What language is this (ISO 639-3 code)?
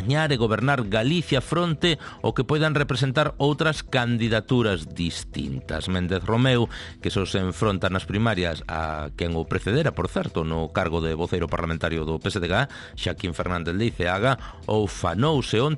glg